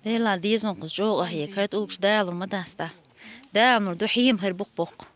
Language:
Chechen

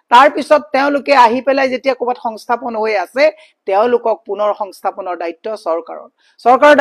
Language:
Assamese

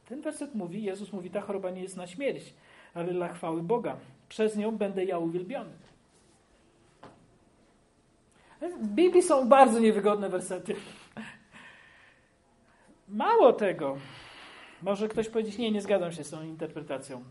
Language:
Polish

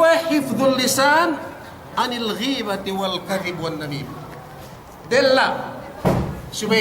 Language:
Yakan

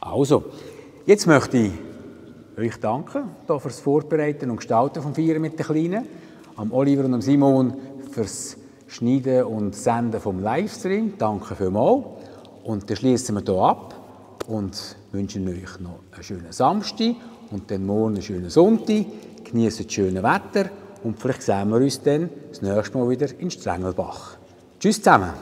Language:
Swiss German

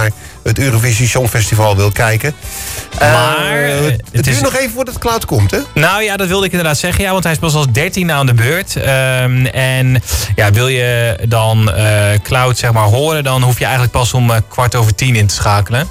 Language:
Dutch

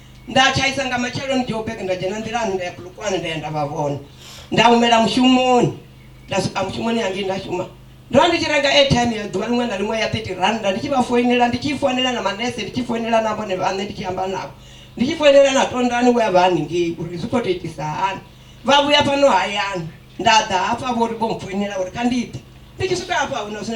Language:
Venda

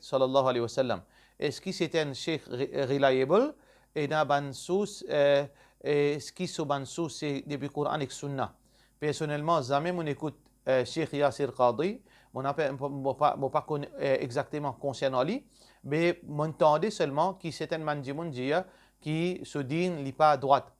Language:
Morisyen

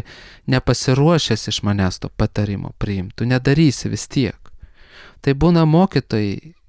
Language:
Lithuanian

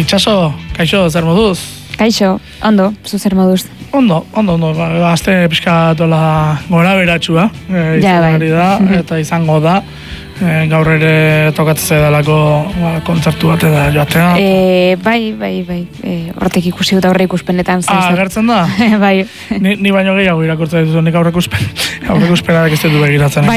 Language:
Basque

